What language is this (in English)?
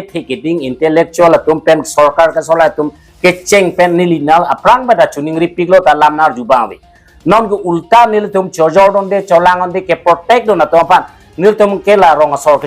Karbi